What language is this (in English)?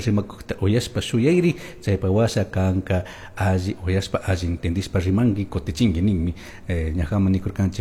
Chimborazo Highland Quichua